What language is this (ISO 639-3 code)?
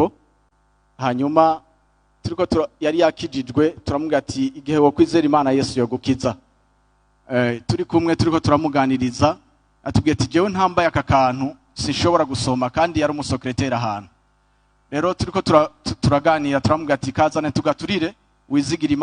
run